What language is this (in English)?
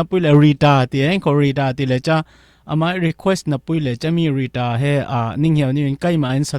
Falam Chin